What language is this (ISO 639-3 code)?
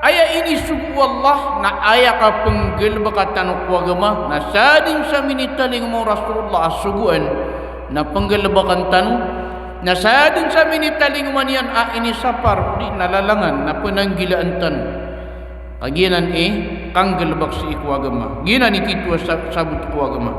mrw